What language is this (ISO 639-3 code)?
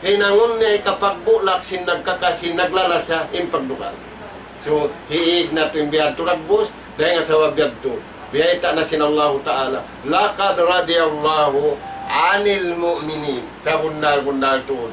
tsg